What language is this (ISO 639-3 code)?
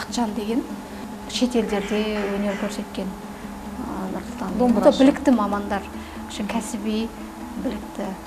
kaz